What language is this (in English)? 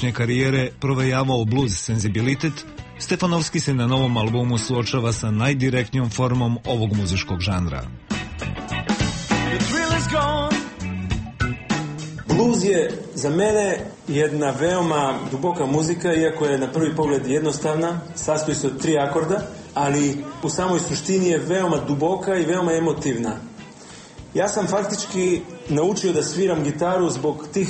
Serbian